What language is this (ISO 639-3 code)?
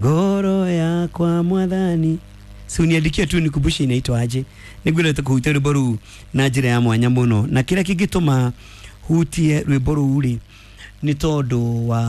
kik